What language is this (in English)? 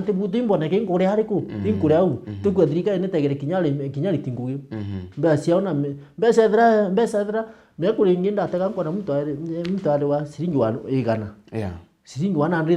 Meru